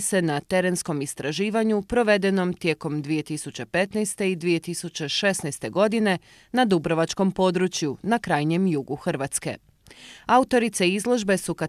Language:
Croatian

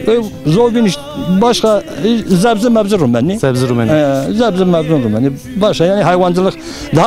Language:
Zaza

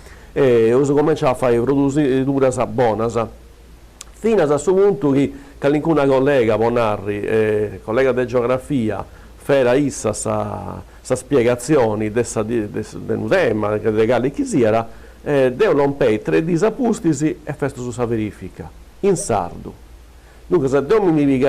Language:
Sardinian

